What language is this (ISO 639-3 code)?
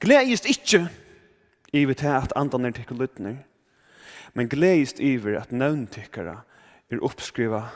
fao